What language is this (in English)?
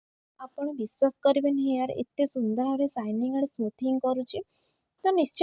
Odia